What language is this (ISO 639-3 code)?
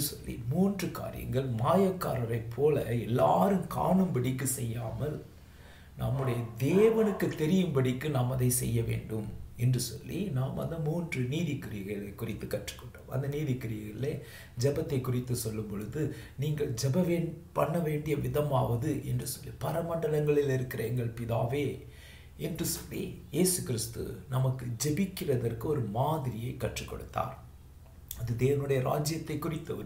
tam